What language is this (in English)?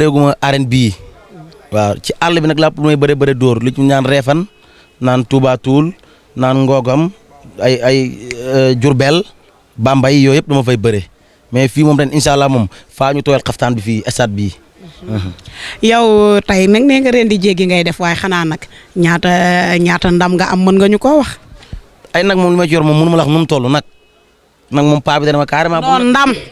Wolof